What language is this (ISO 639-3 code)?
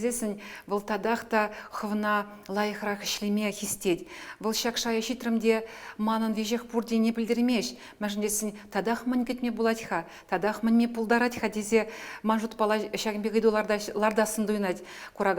chv